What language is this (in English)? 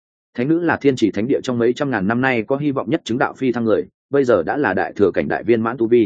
Vietnamese